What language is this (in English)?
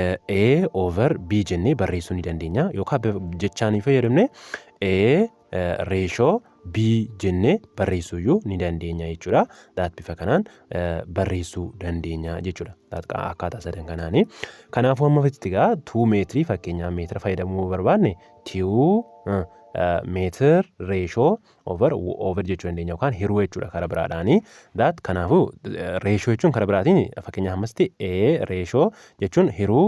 Oromo